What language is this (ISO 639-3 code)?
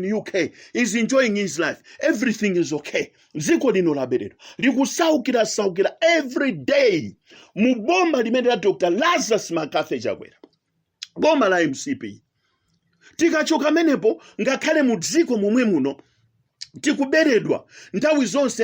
nya